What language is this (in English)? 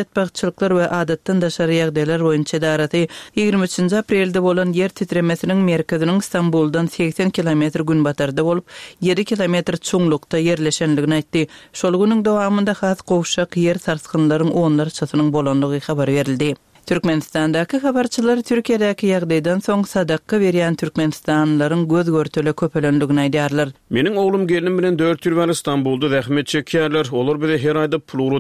Turkmen